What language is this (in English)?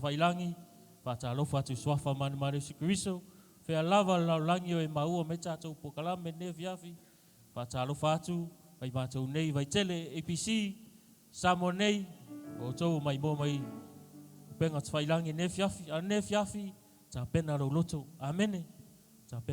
Samoan